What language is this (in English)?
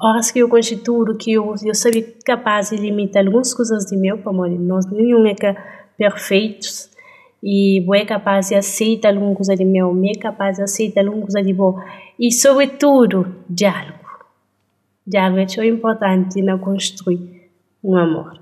Kabuverdianu